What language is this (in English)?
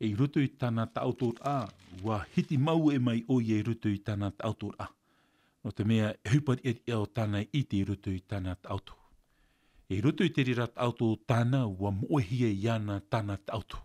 Tahitian